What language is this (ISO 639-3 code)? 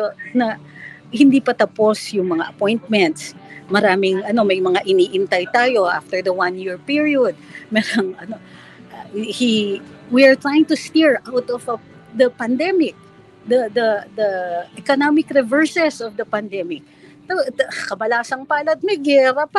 fil